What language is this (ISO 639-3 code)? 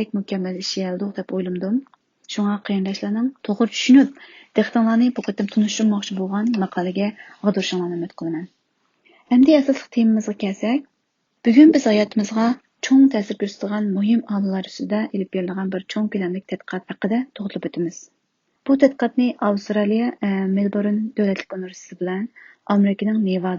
uig